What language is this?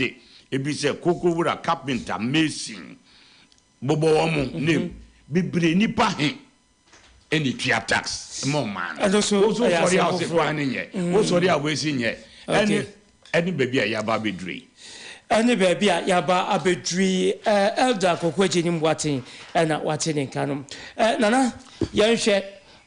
Akan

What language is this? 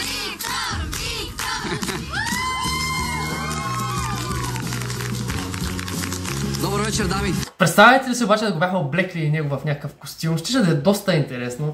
Bulgarian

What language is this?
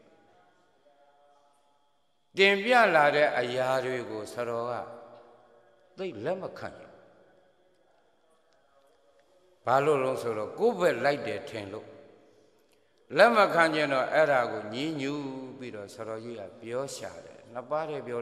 Burmese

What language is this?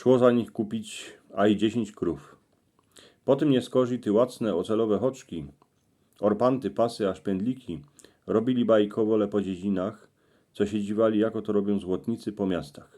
Silesian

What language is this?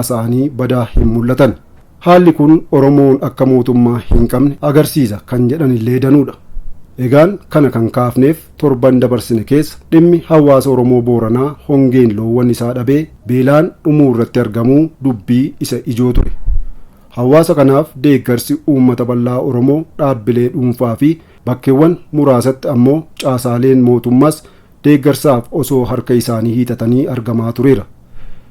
Oromo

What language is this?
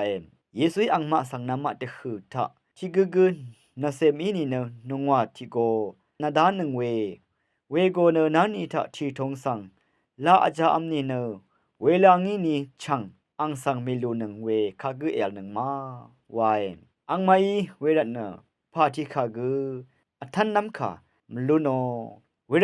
Rawang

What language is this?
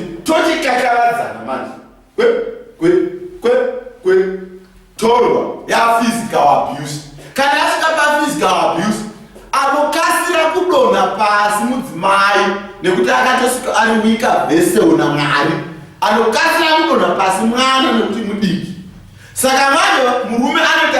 Shona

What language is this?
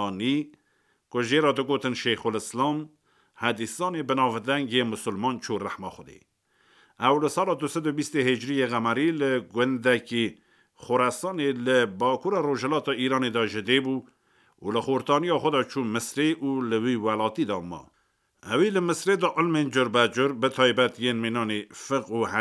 Kurdish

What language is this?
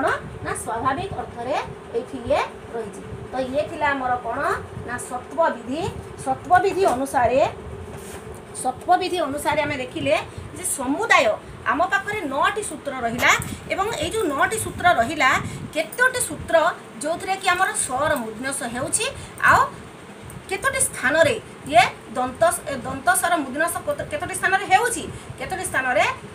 Odia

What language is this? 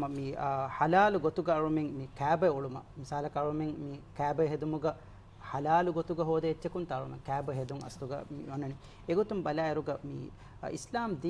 Divehi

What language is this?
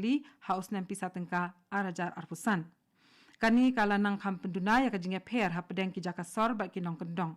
Khasi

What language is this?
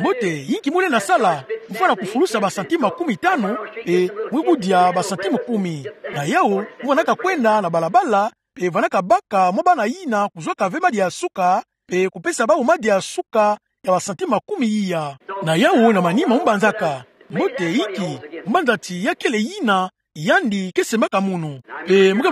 Kituba (Democratic Republic of Congo)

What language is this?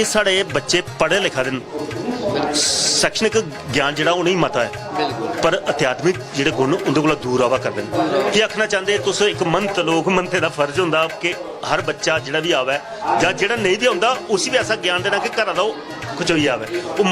Dogri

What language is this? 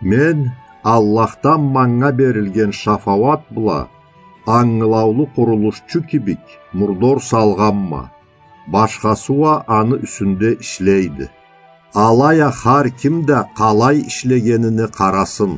Karachay-Balkar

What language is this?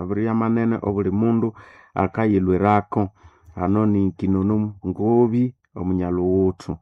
Nande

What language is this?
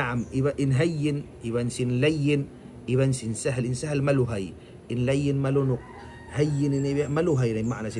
Tausug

